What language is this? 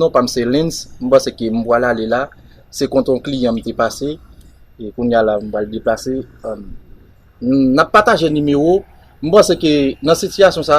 Haitian Creole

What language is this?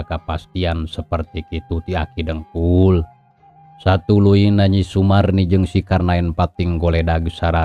Sundanese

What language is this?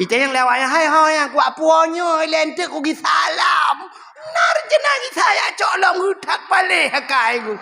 Achinese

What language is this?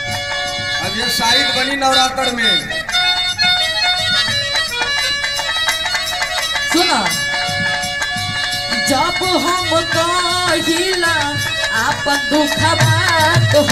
Bhojpuri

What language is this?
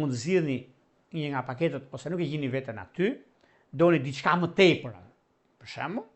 Albanian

